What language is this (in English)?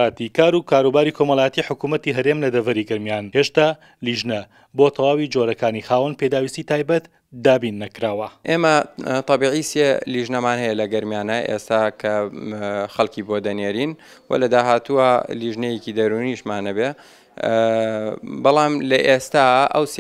Central Kurdish